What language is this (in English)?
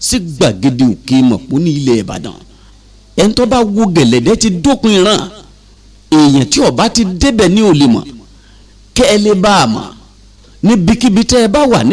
Yoruba